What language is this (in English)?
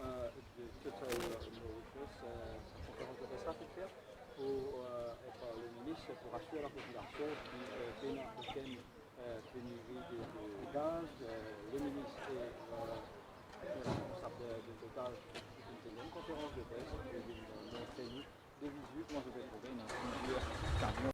Morisyen